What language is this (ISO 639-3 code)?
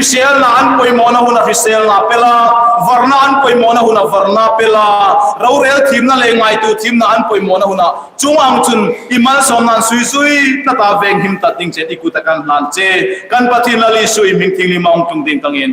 hmr